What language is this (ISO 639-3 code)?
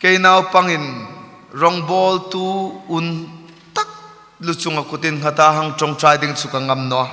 hmr